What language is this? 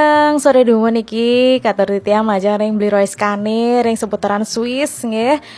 Balinese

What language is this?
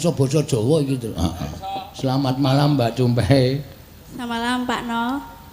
Javanese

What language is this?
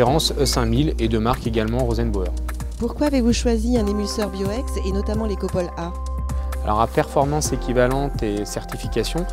French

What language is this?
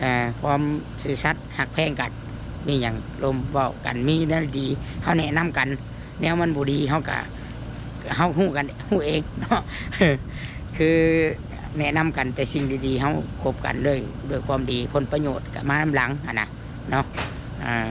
Lao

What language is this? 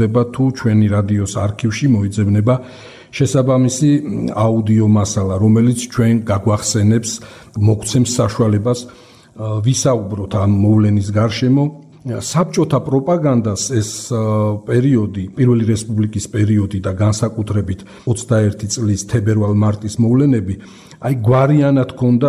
Georgian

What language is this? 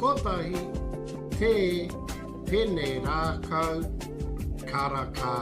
Māori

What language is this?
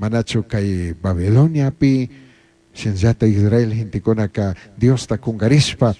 Chimborazo Highland Quichua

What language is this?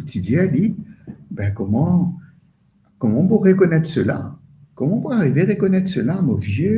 Morisyen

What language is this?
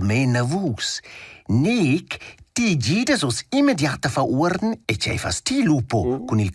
Romansh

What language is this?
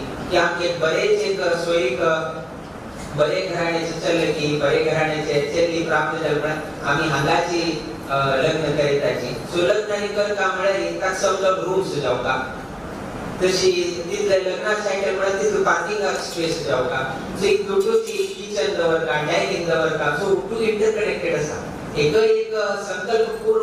Konkani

